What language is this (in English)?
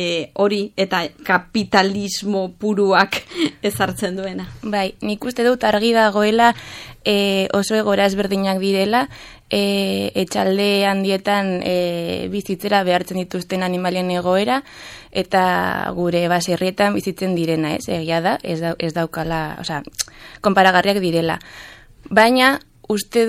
Basque